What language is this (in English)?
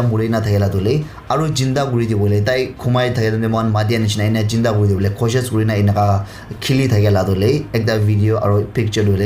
Naga Pidgin